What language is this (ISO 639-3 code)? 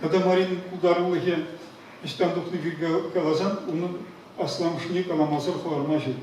chv